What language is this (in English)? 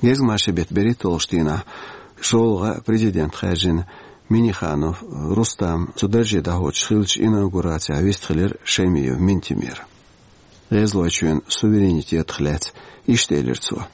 Chechen